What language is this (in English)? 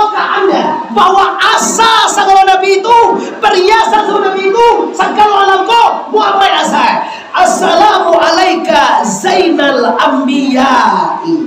Minangkabau